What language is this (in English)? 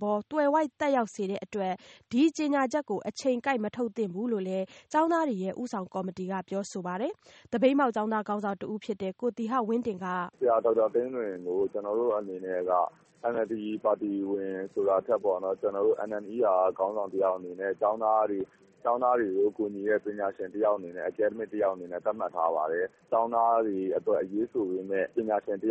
Burmese